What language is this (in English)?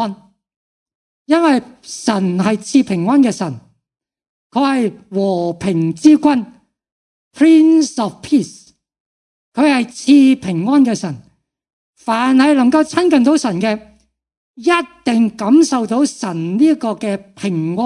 Cantonese